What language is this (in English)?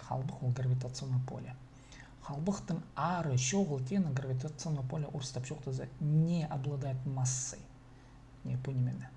Khakas